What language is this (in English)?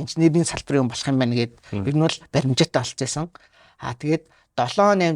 Mongolian